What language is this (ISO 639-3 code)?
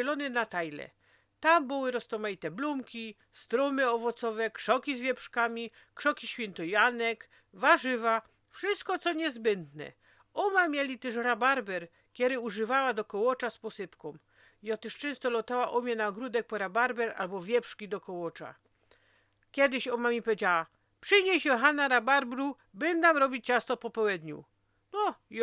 szl